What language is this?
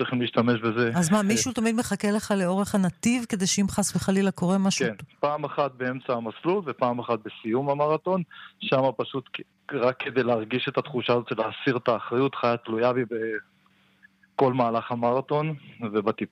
Hebrew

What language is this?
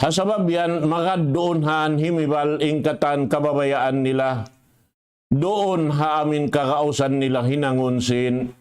Tausug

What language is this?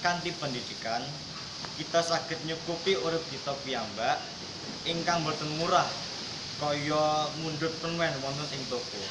Javanese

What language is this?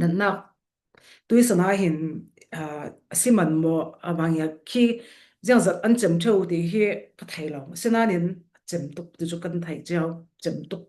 Falam Chin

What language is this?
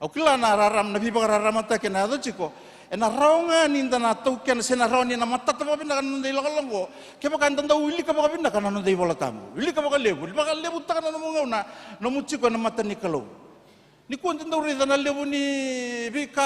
Fijian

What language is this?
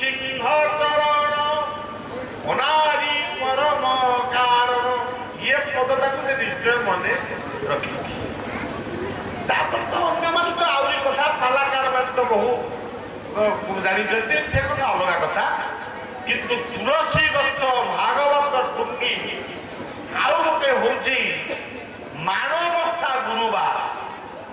Odia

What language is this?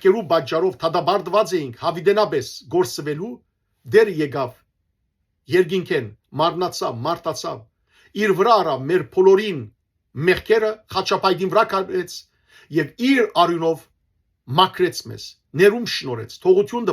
Western Armenian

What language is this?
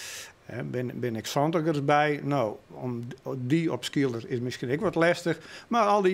Western Frisian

